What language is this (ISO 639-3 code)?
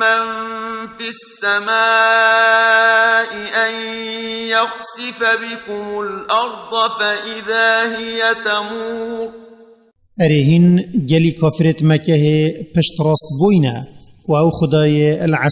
kur